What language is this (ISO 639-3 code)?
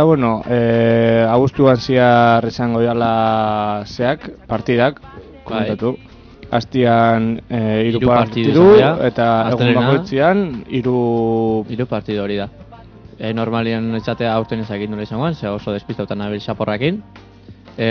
eus